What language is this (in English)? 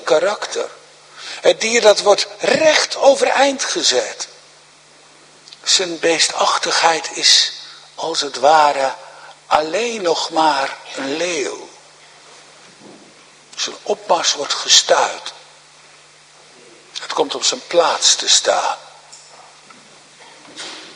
Dutch